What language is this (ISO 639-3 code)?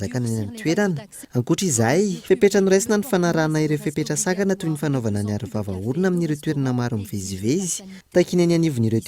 mlg